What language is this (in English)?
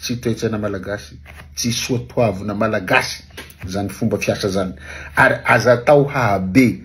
Malagasy